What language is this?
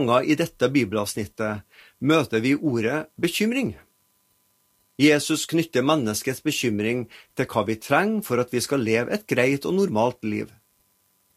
Norwegian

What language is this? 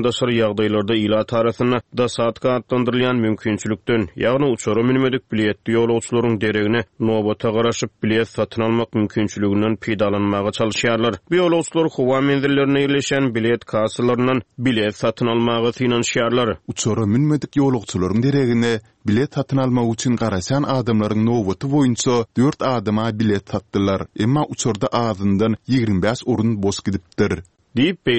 Turkmen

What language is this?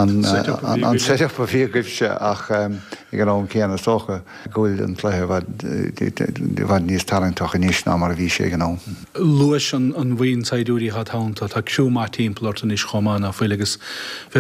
Irish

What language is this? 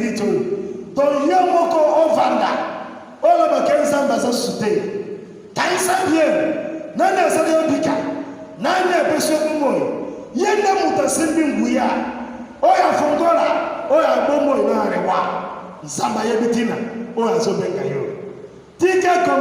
Lingala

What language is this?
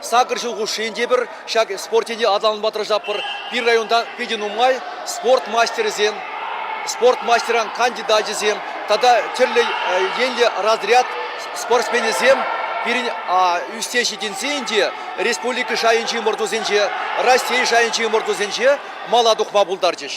Chuvash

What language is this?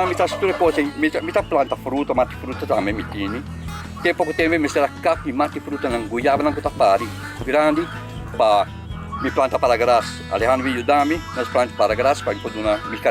Papiamento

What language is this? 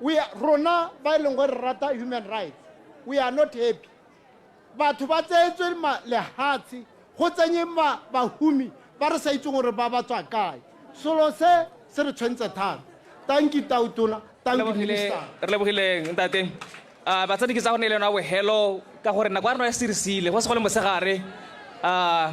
Tswana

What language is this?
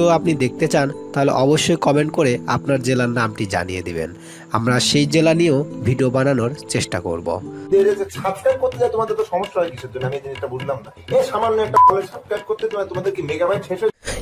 Bangla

